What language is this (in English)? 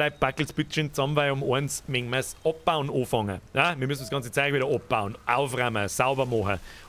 Bavarian